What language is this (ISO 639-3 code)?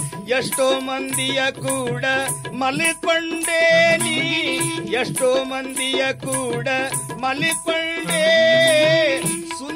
kan